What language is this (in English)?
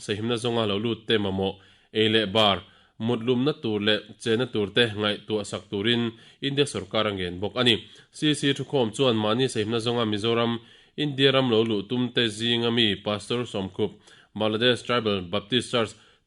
Mizo